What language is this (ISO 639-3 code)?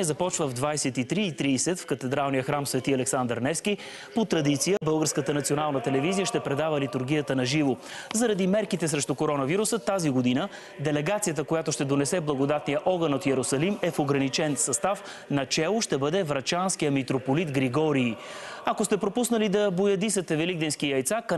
bul